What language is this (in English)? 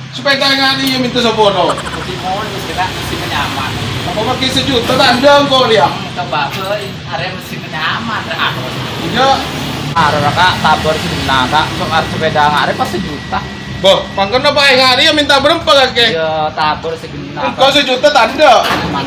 Madurese